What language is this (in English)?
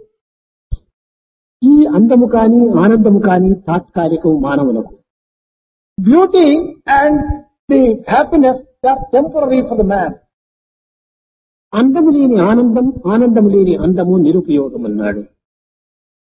Telugu